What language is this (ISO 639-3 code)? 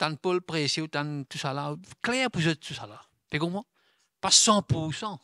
mfe